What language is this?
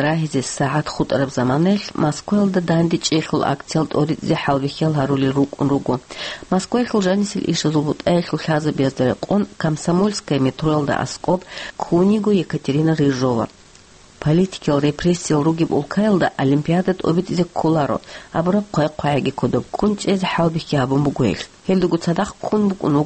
Avaric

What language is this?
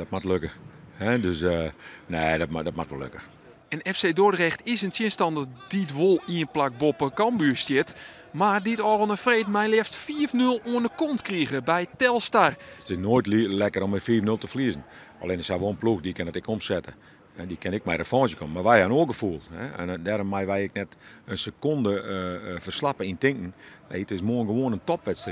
Western Frisian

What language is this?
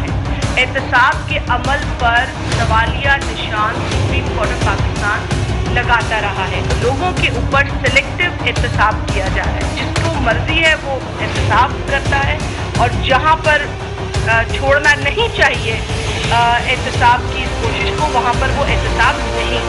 Urdu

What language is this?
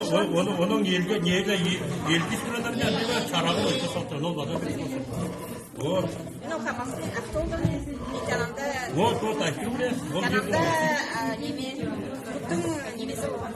Crimean Tatar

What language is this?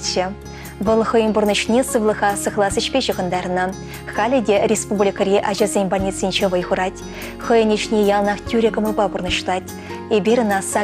Chuvash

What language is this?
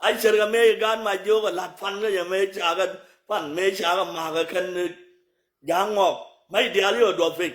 Nuer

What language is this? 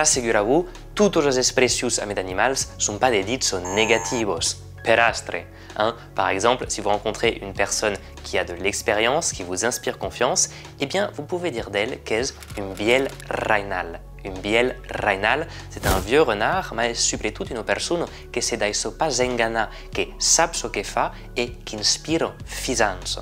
Occitan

